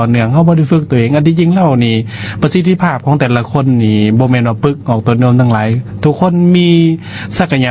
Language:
Lao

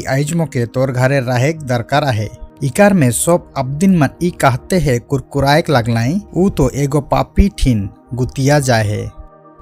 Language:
Sadri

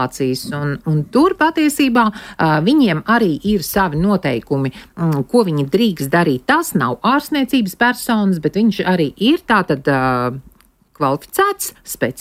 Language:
Latvian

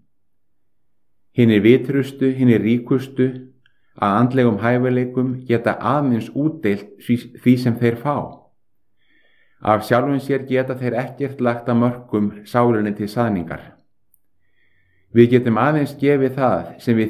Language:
Icelandic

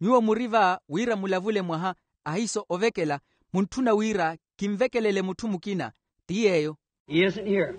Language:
Makhuwa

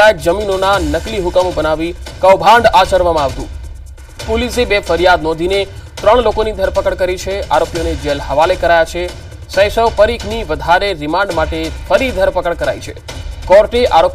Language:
Gujarati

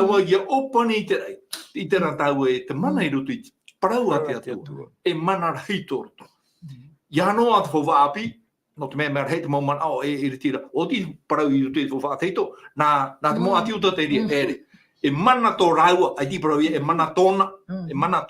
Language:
Tahitian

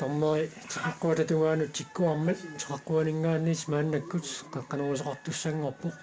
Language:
Kalaallisut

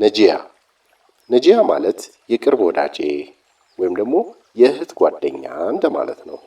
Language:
Amharic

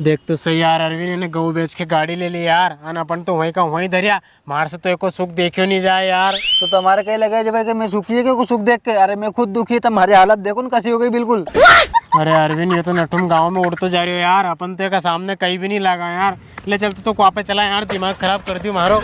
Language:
Rajasthani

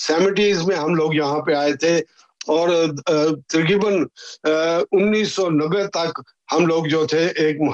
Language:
Urdu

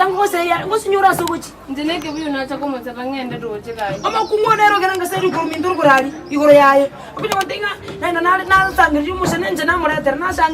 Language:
Gusii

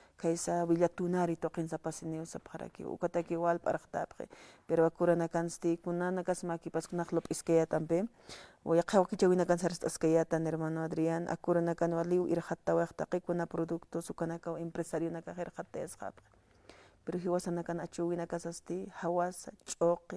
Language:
Aymara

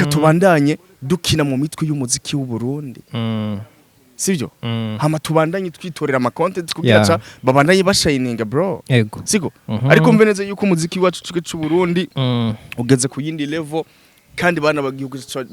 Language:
Rundi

